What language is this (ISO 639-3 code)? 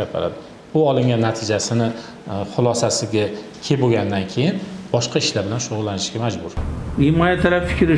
uzb